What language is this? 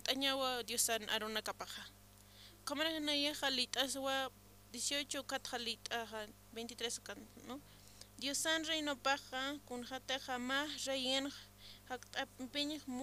Aymara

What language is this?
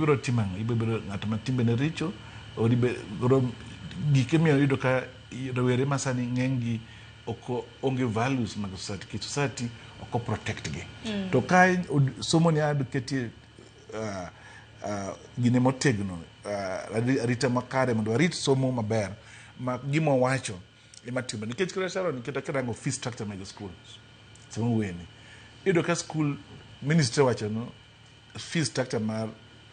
Luo (Kenya and Tanzania)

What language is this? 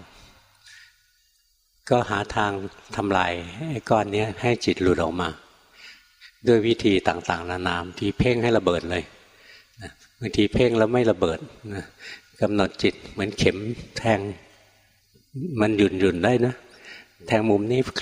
Thai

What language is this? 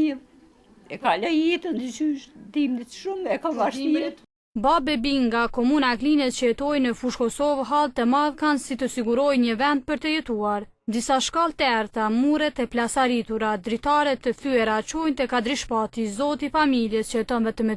Albanian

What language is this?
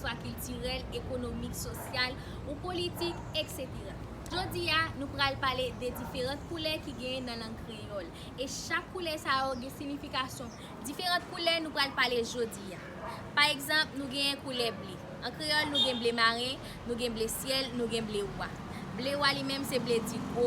Haitian Creole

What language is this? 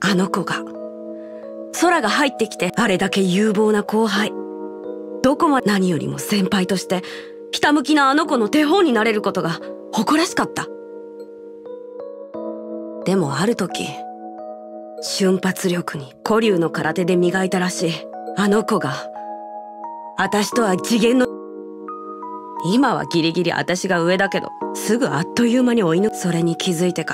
Japanese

